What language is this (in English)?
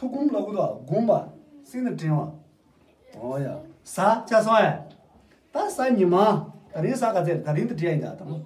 Tibetan